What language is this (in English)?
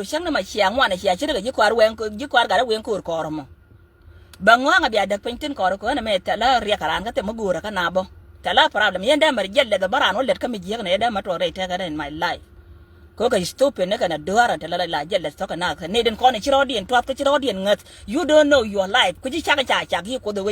Nuer